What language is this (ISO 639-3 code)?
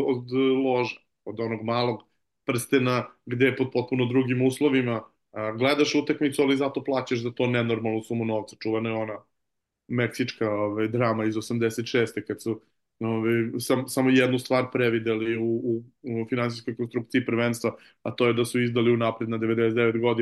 srp